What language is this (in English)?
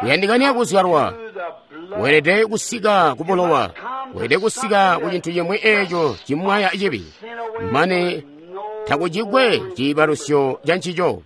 Tonga (Zambia)